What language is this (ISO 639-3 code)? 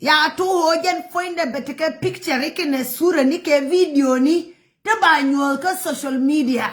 nus